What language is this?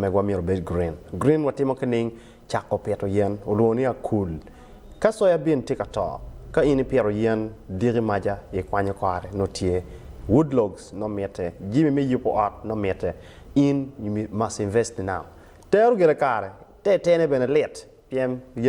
Acoli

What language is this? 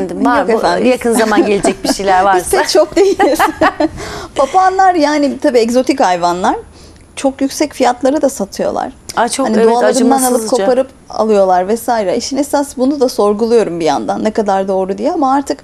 Turkish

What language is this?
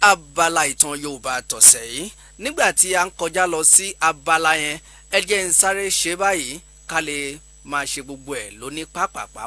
Yoruba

